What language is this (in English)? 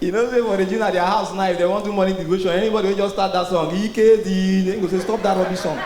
Nigerian Pidgin